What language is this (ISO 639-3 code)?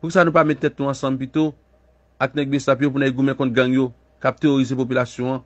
hat